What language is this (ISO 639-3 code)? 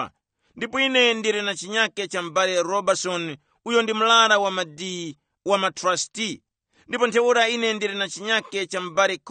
tum